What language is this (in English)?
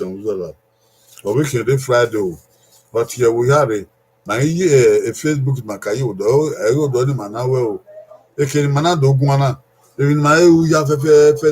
Bini